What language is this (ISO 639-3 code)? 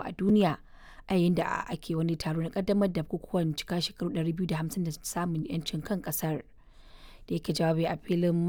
hau